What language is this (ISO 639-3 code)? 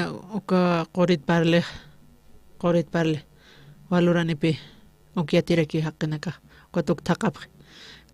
aym